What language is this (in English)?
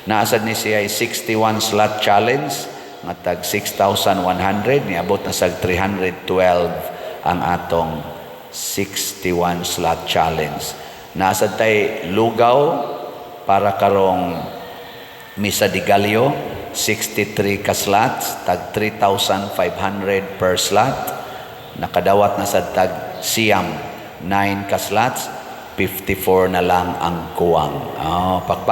Cebuano